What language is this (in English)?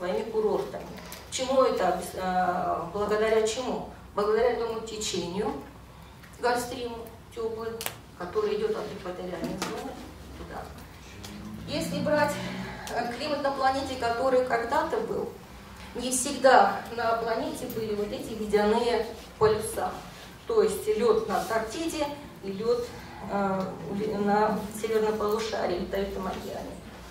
Russian